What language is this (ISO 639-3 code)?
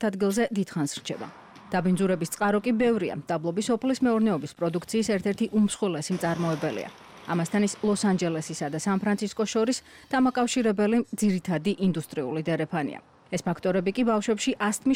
kat